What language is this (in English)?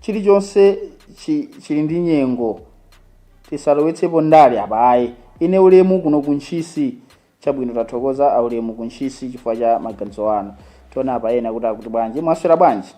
Nyanja